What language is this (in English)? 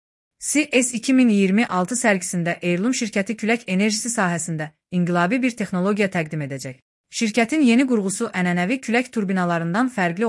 Azerbaijani